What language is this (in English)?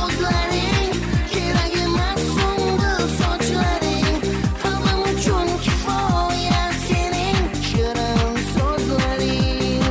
Kara-Kalpak